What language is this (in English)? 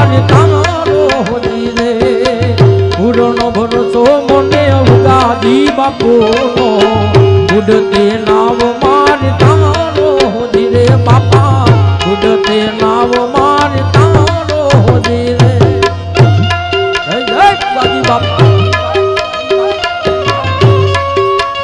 Gujarati